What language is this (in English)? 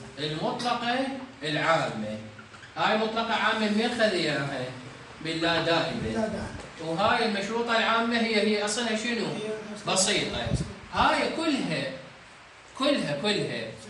Mesopotamian Arabic